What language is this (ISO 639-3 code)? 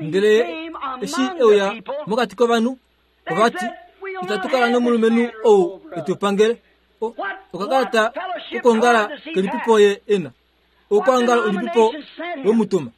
kua